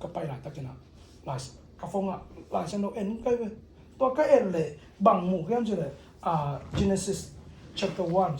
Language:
Tedim Chin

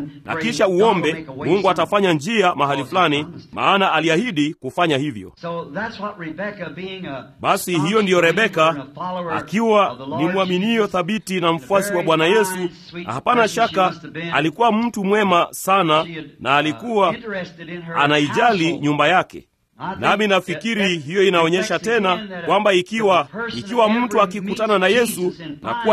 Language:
Swahili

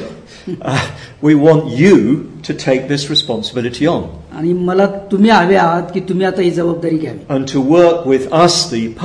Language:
Marathi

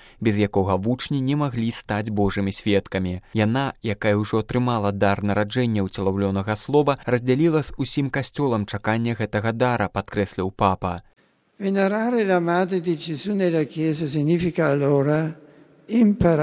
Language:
Belarusian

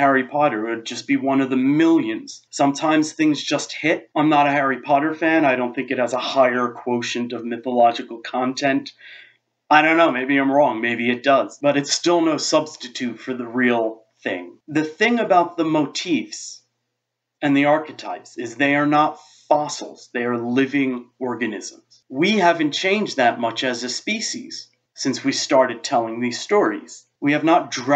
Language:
English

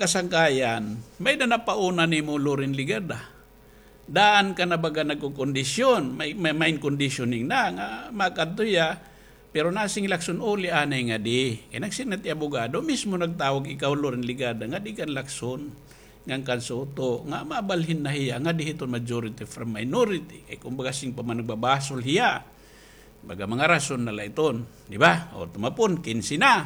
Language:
Waray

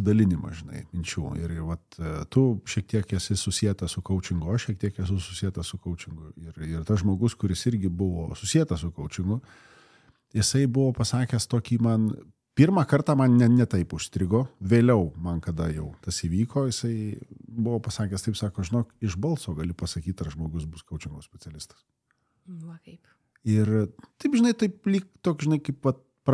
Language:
Lithuanian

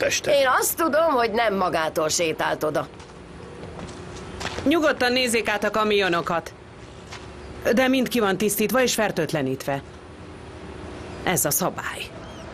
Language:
Hungarian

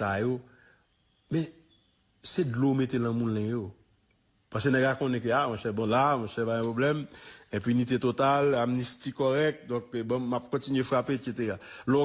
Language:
Haitian Creole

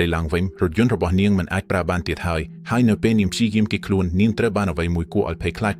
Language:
Khmer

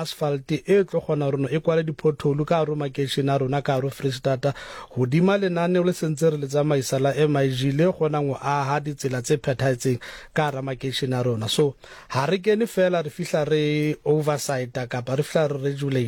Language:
Southern Sotho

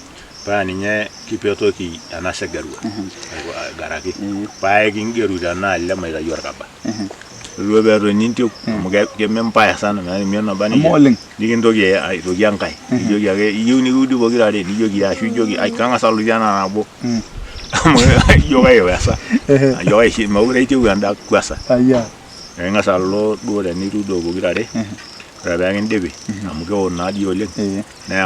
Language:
Masai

